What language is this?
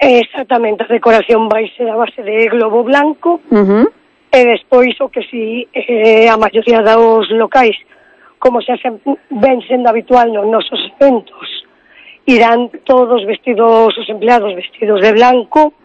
Galician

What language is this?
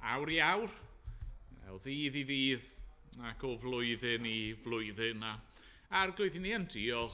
Welsh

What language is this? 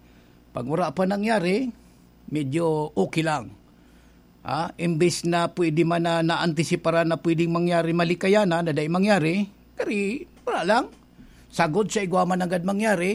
Bikol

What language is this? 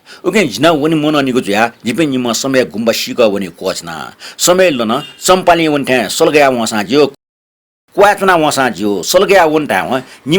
Newari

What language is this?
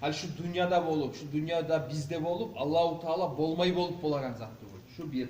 Kumyk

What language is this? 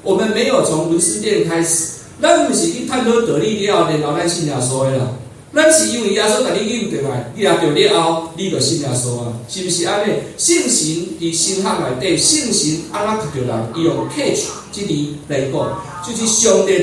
Min Nan Chinese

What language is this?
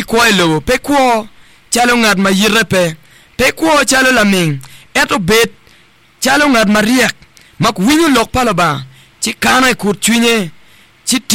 Acoli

